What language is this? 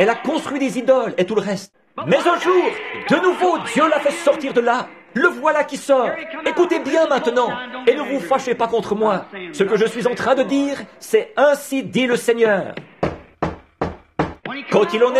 French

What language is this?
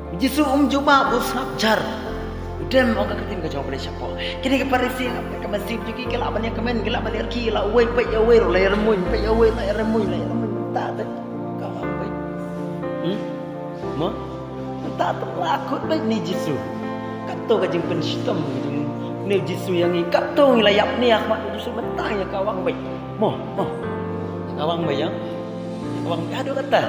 Khasi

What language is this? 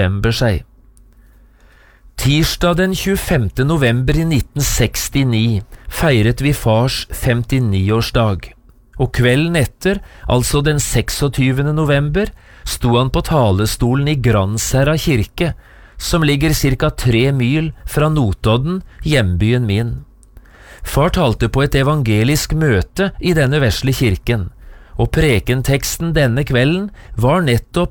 Norwegian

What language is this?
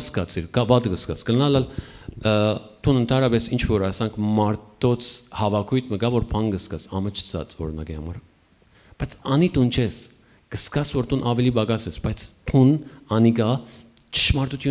Western Armenian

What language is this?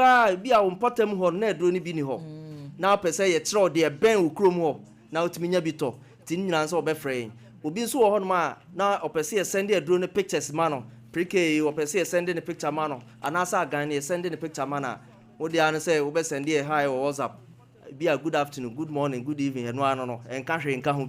Akan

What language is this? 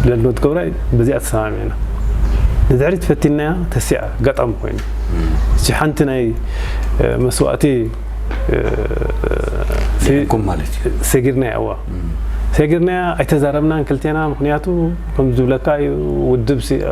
Tigrinya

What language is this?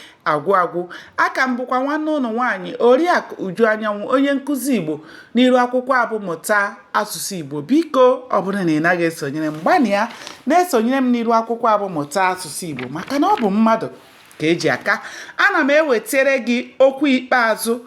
Igbo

